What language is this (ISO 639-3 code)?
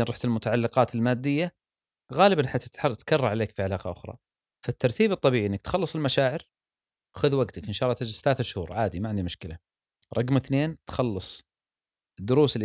afb